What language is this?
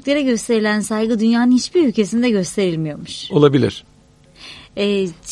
Turkish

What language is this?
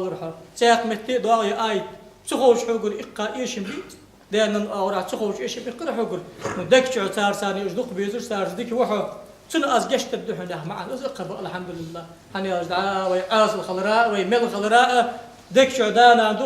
Ingush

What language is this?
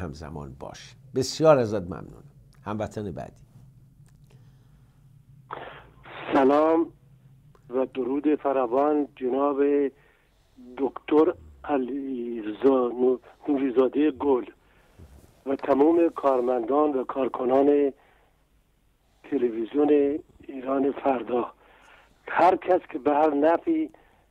Persian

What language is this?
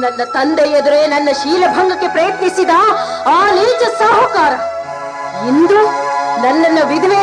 Kannada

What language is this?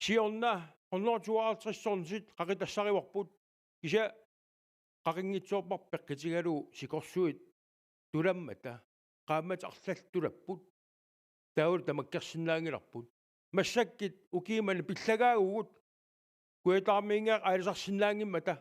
Kalaallisut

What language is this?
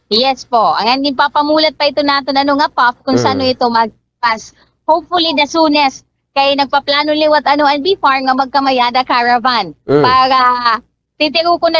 Waray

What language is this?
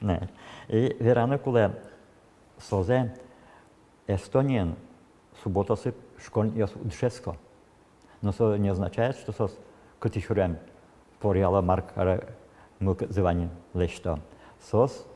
Udmurt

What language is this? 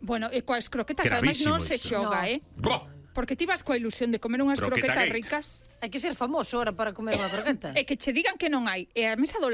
Galician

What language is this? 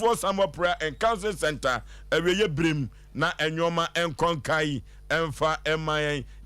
Akan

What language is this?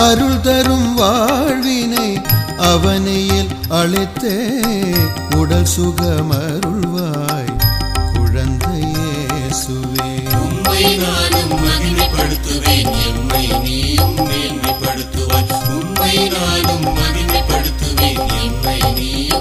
Tamil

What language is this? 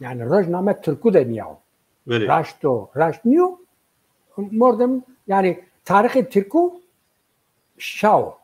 Zaza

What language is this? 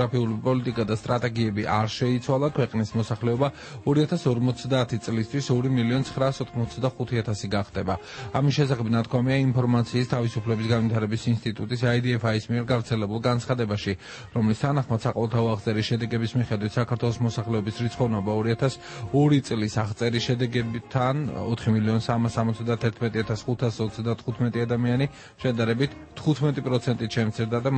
Georgian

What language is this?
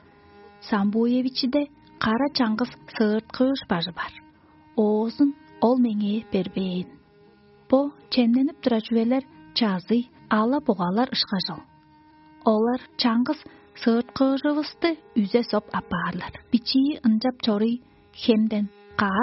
Tuvinian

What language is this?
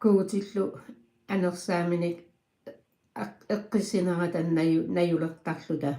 Kalaallisut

